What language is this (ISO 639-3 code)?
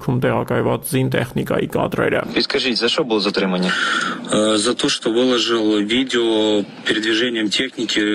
hye